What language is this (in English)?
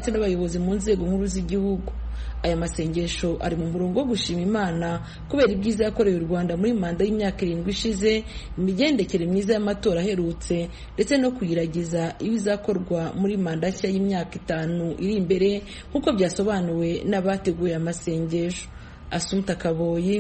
Kinyarwanda